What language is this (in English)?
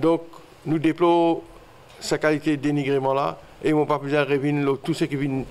Morisyen